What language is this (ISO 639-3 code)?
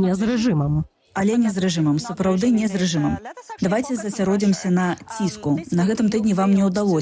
bel